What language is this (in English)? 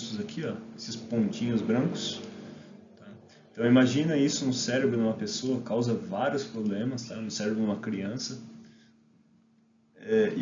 Portuguese